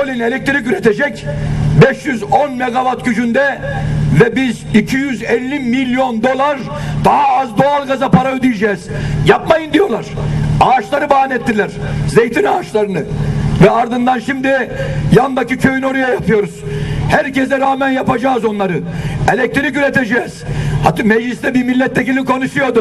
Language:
Turkish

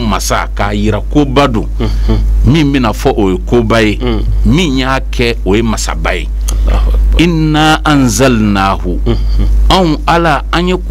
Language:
Bambara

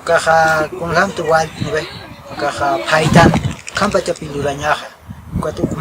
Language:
Aymara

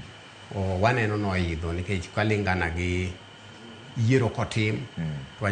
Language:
Luo (Kenya and Tanzania)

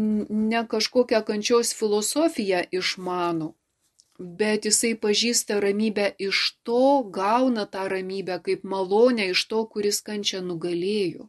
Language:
Lithuanian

